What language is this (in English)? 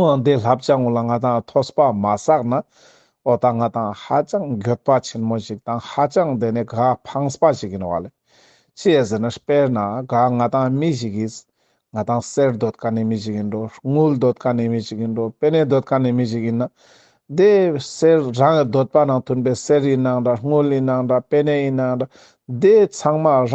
Ladakhi